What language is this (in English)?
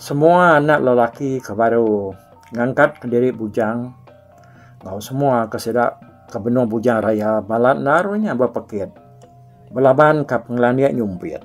Iban